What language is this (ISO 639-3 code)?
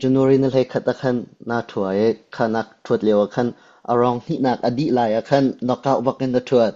cnh